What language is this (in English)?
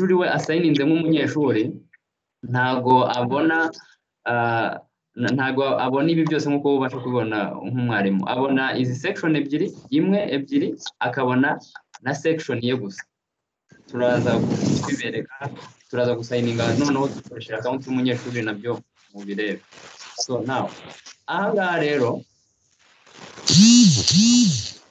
Kinyarwanda